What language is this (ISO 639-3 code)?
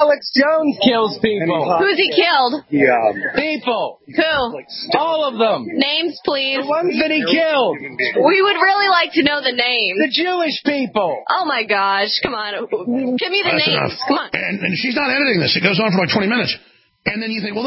eng